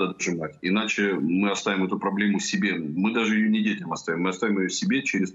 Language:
Russian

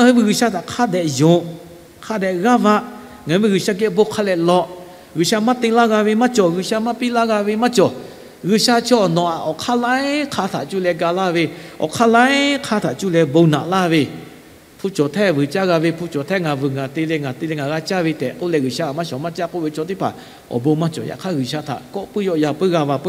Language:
Lahu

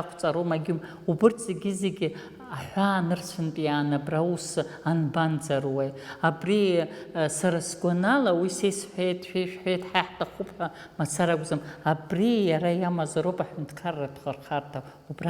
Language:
Abkhazian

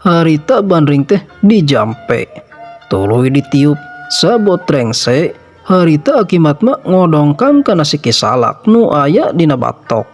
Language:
Sundanese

